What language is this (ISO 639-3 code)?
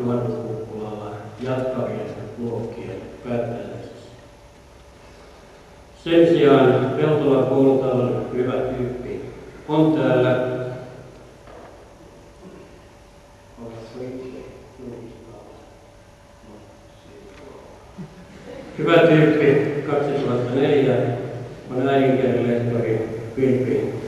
fin